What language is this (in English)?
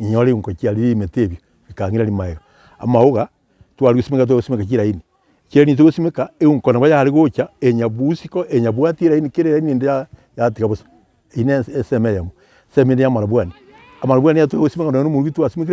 Gusii